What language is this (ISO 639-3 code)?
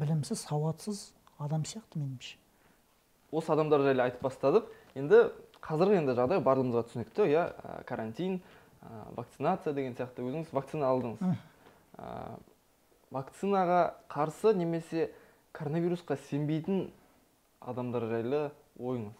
kaz